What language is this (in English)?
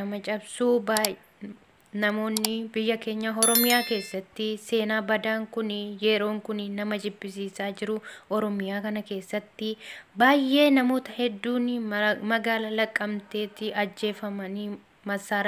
Oromo